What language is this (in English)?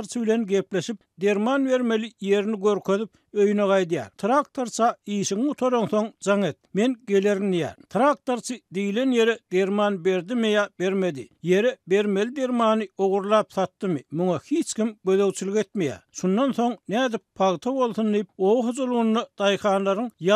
Turkmen